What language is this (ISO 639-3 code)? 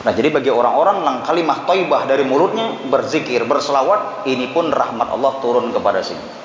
bjn